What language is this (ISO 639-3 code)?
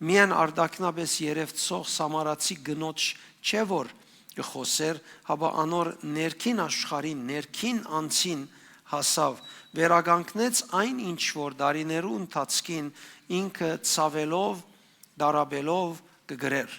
hyw